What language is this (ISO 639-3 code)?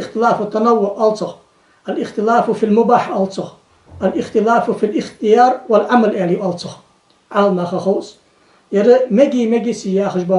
inh